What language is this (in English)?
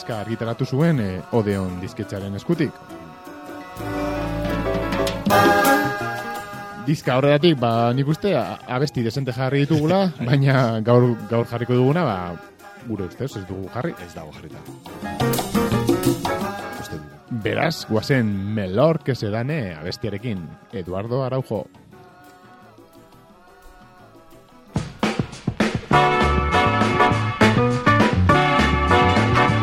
Basque